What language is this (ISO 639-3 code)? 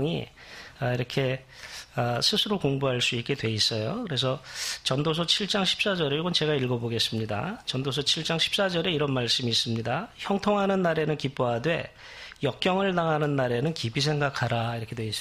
kor